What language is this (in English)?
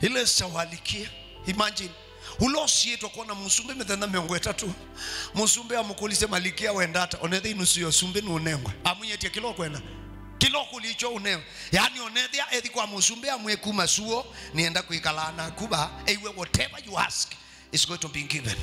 Kamba